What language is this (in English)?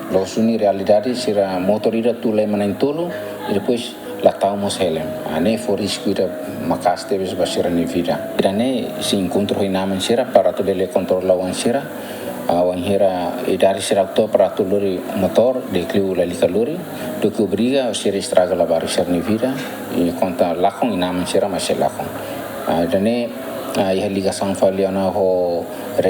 Tetum